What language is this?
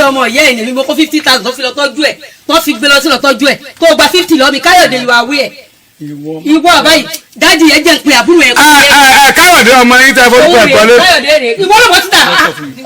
Yoruba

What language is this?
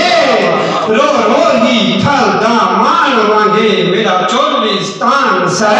Saraiki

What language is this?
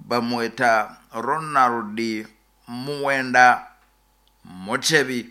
Nyoro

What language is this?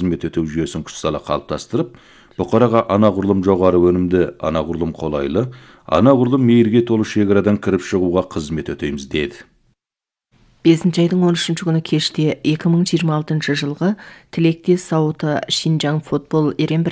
Kazakh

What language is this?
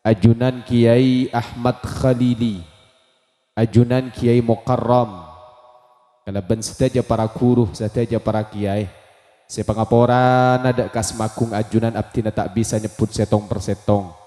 Madurese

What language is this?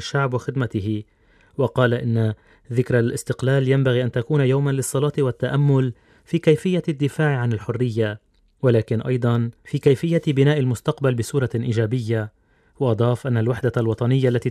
Arabic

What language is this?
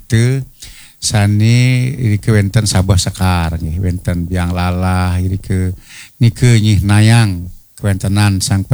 Balinese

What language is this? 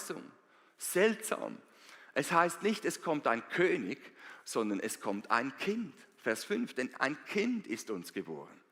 Swiss German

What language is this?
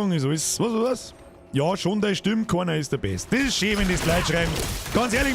Bavarian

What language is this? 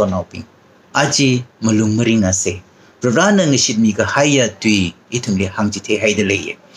Tangkhul Naga (India)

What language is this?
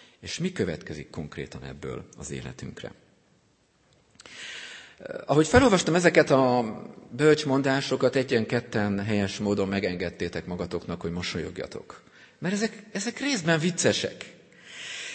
Hungarian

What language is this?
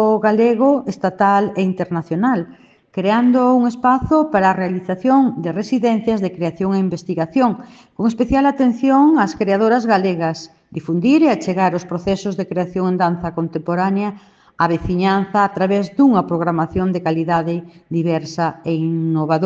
Galician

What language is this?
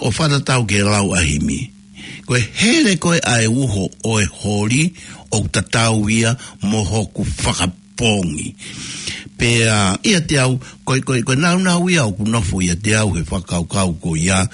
Tongan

